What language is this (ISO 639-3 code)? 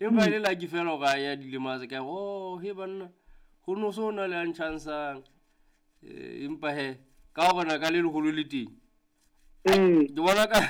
sot